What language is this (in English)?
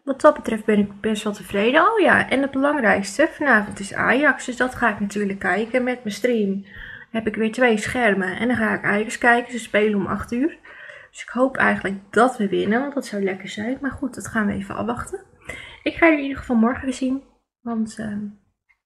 Dutch